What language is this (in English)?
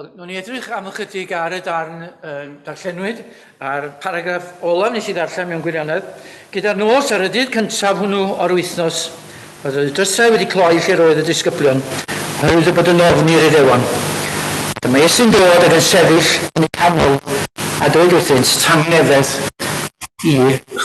Welsh